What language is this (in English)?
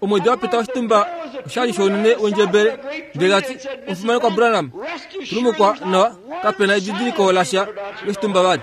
Kuanyama